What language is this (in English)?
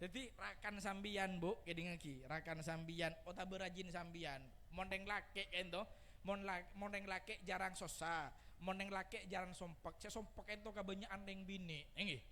Madurese